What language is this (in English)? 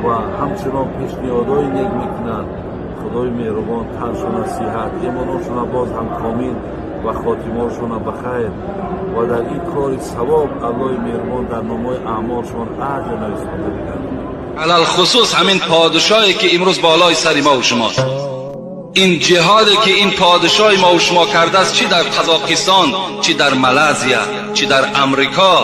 Tajik